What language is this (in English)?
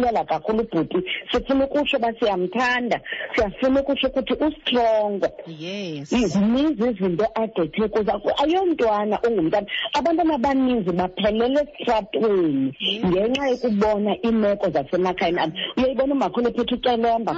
Xhosa